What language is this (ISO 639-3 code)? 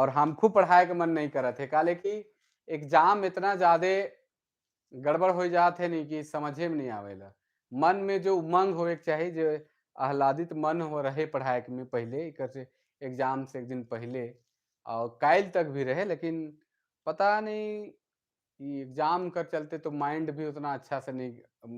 sck